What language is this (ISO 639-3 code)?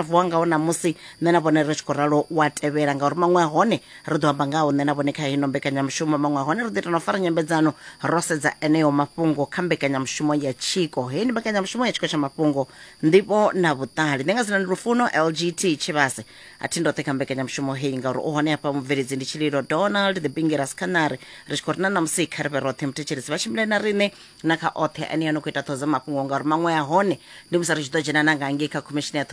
ven